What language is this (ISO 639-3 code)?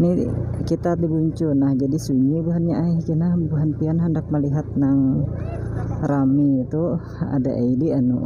bjn